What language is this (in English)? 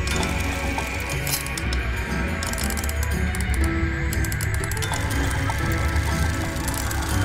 Italian